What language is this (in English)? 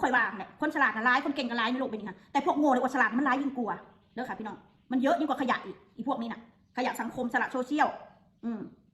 Northeastern Thai